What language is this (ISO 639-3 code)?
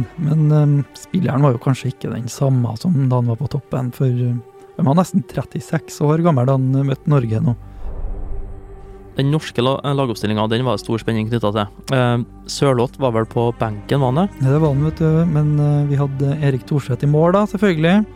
nor